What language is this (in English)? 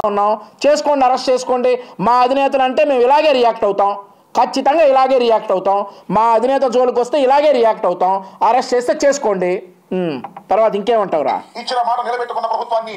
Telugu